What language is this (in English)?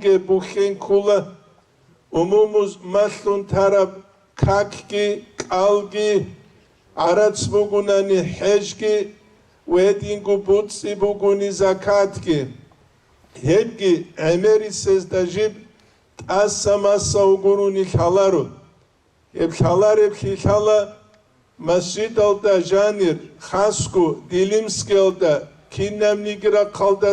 Avaric